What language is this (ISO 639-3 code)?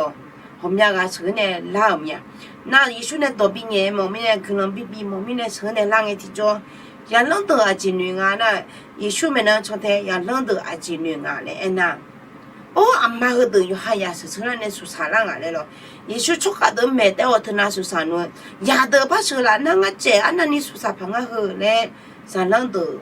ahk